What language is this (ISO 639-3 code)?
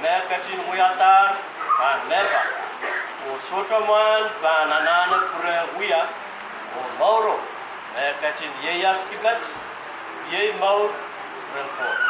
pon